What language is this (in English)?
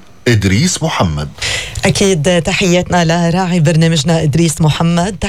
North Levantine Arabic